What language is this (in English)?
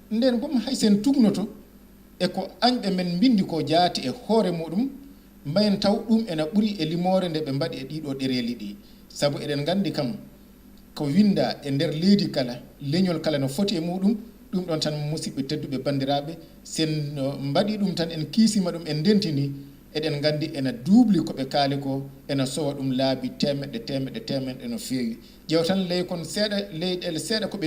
Fula